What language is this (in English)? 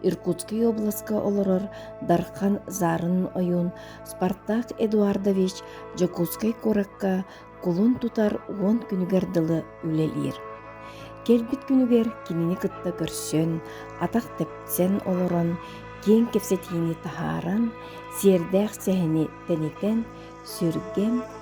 Yakut